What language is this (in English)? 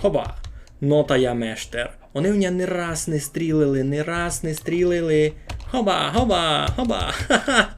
Rusyn